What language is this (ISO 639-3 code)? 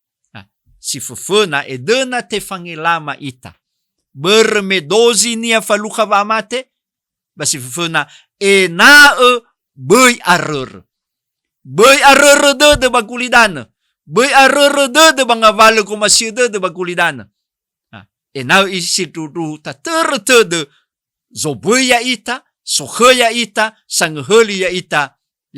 nia